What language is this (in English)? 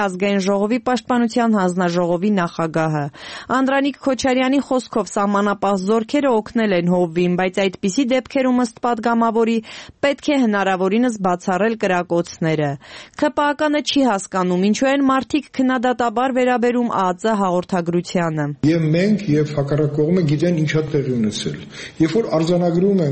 Armenian